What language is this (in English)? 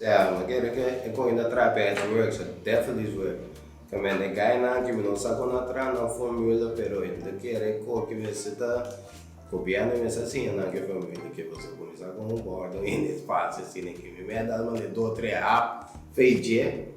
Papiamento